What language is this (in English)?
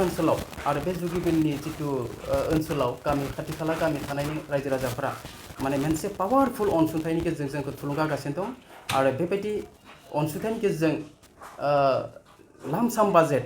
Bodo